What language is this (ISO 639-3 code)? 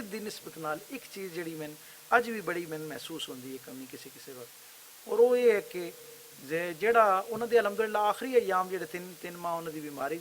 lah